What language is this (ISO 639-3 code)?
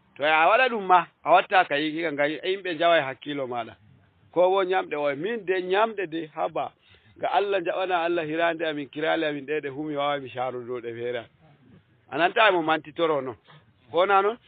ful